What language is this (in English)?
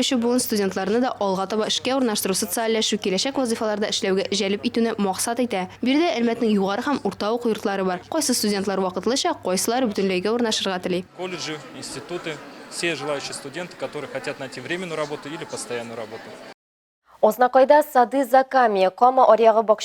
Tatar